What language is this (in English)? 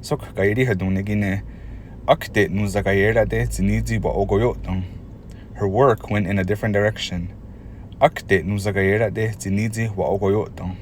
Mohawk